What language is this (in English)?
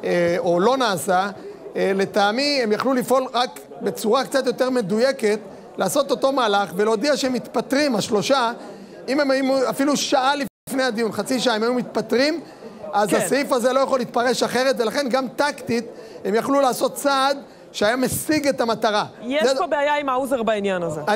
Hebrew